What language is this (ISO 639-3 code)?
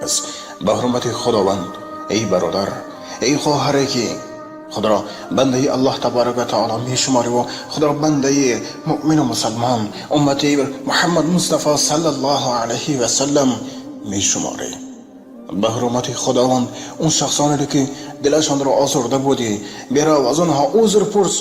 tgk